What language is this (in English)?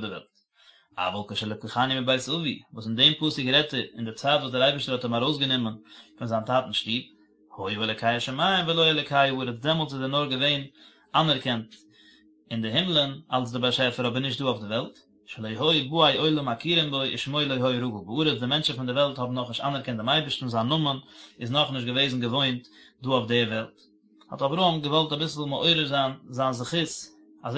Yiddish